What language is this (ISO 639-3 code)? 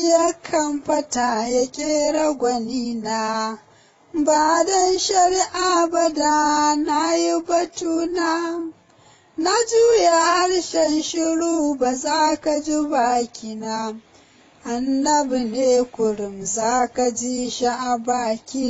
hau